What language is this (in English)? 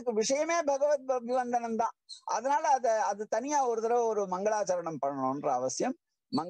Tamil